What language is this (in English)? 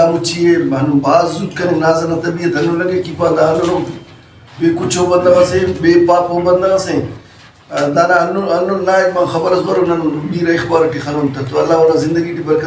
Brahui